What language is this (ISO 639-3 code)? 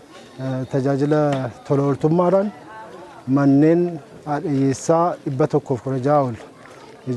orm